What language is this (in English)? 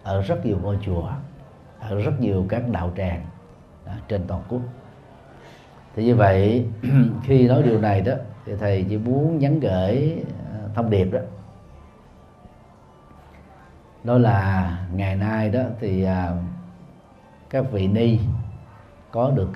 Vietnamese